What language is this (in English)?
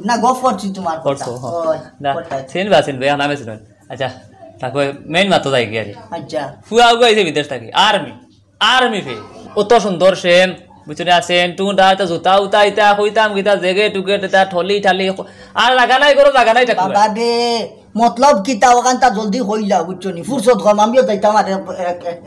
Sylheti